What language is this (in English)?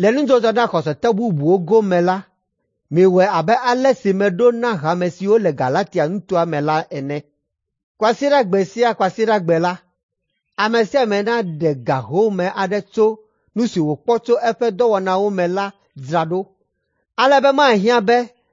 Ewe